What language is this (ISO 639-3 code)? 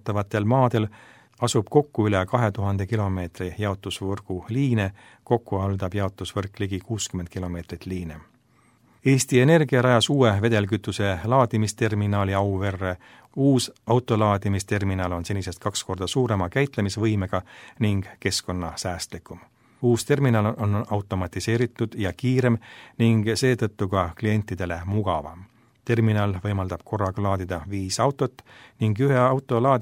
est